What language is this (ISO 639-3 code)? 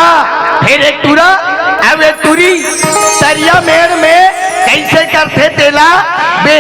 hne